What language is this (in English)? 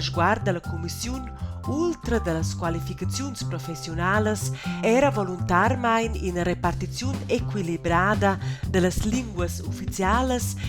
Romansh